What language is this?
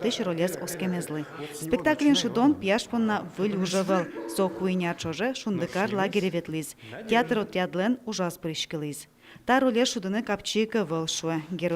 Udmurt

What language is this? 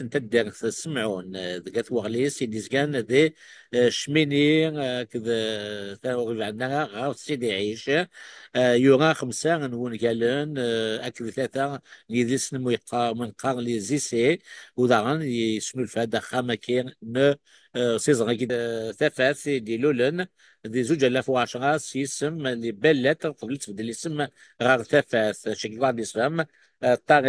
Kabyle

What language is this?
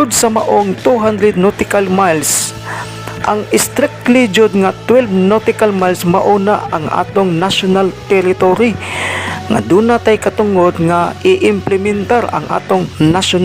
Cebuano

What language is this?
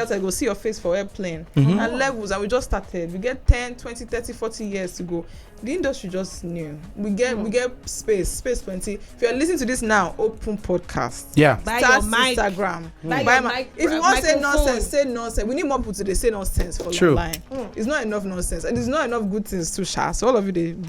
Nigerian Pidgin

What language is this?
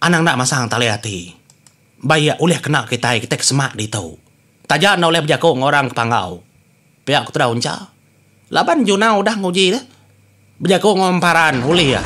Iban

